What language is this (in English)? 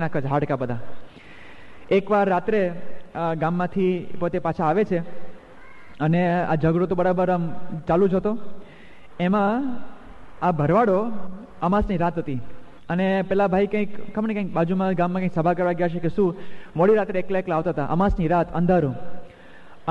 Gujarati